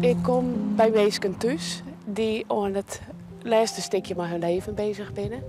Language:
Western Frisian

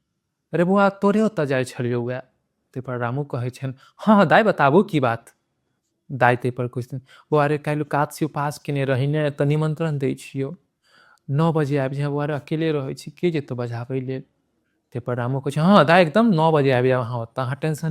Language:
Maithili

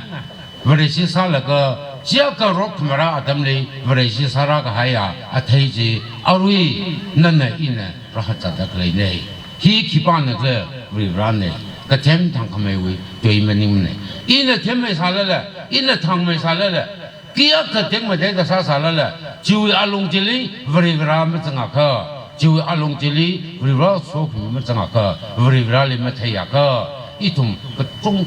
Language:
Tangkhul Naga (India)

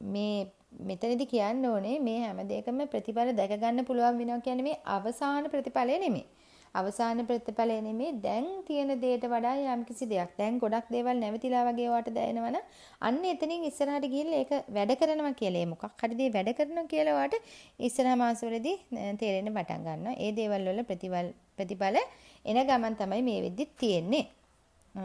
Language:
Sinhala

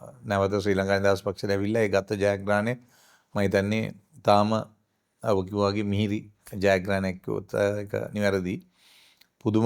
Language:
Sinhala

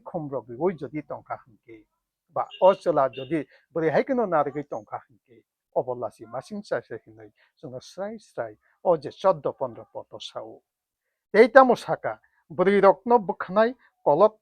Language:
Kok Borok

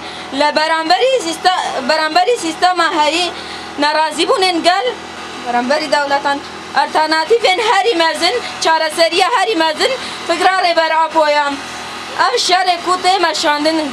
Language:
Kurdish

